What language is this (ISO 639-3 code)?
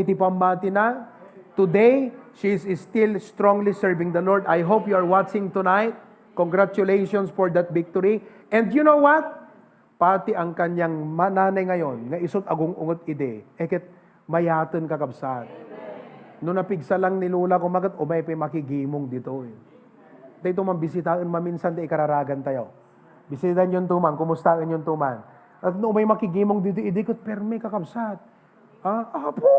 ilo